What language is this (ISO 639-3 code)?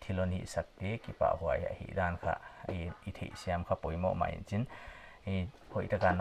pck